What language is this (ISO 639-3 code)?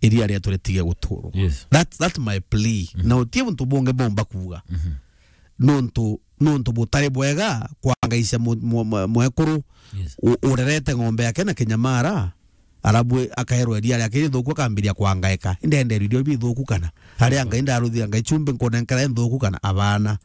mer